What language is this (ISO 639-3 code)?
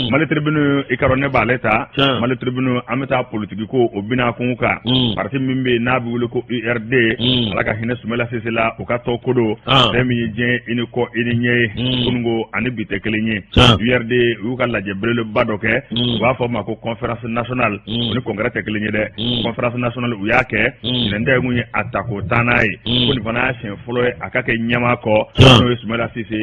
bam